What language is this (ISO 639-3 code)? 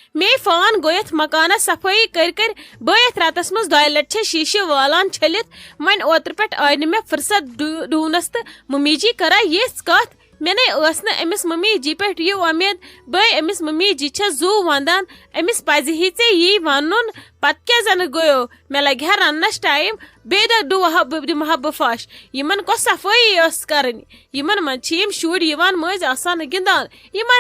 kas